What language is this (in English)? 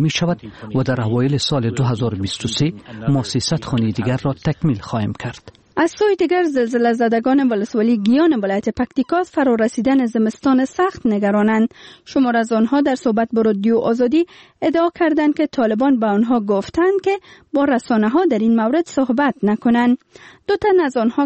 Persian